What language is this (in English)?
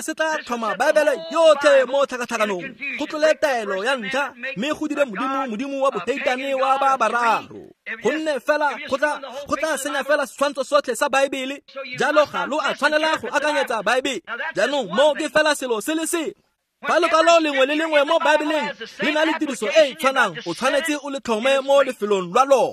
Tswana